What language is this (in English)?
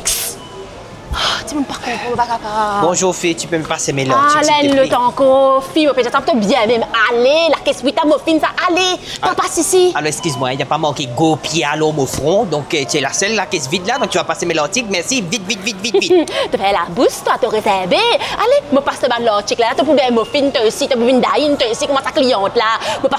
Morisyen